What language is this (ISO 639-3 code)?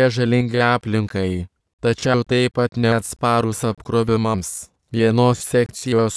lit